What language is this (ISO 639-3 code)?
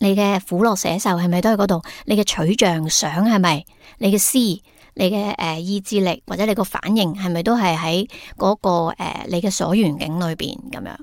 yue